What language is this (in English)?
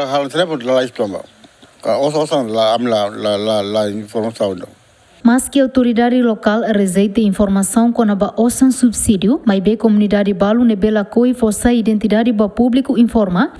Tetum